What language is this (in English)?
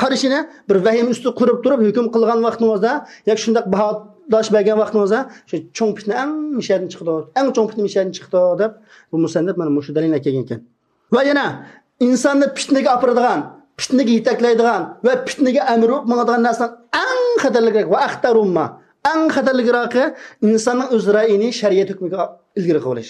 Uyghur